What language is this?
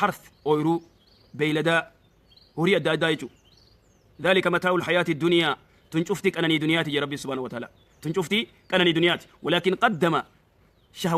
Oromo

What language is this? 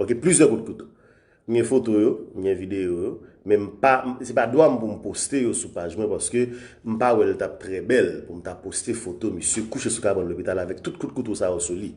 Haitian Creole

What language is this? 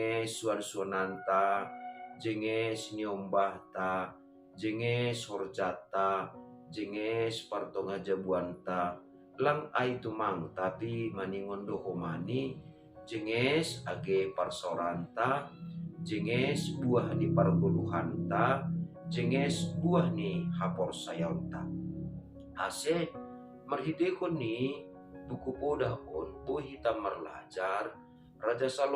Batak Simalungun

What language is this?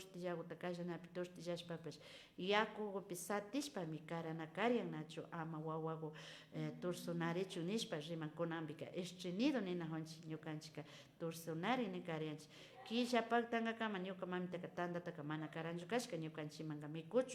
Imbabura Highland Quichua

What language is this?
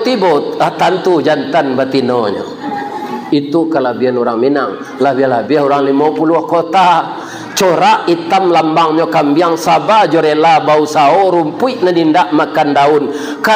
Minangkabau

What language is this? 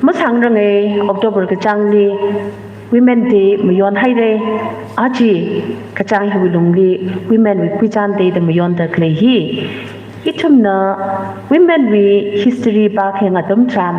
Tangkhul Naga (India)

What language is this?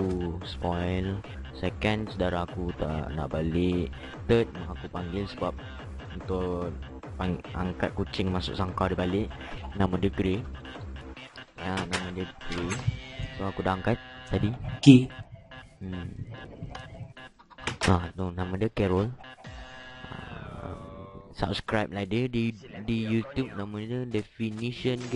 Malay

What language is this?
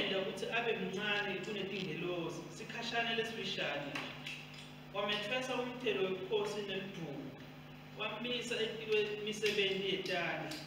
Swati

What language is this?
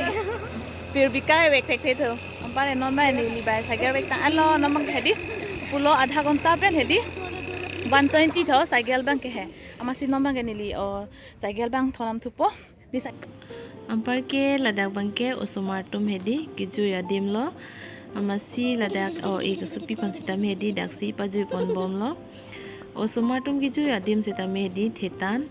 Karbi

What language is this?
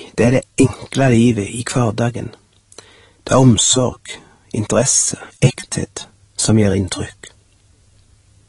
Norwegian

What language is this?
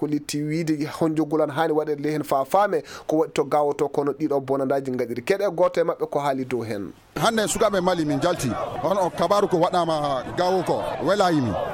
Fula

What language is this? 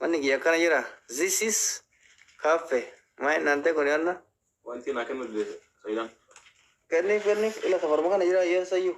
Oromo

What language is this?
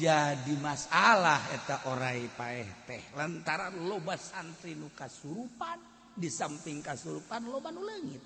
Sundanese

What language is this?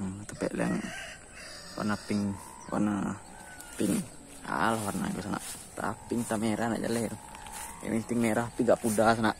Minangkabau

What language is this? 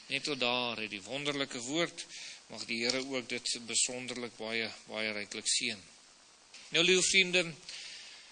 Afrikaans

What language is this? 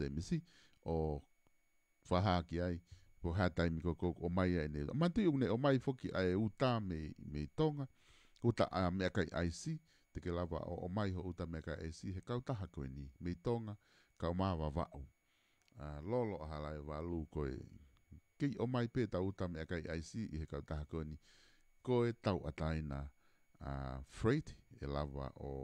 Tongan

